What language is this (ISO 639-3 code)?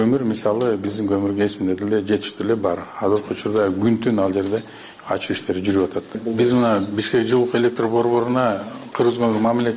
kir